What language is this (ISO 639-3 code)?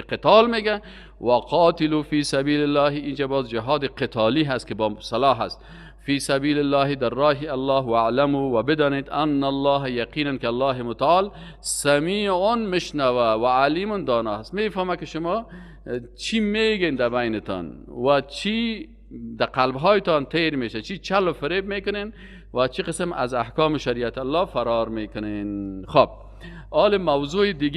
fas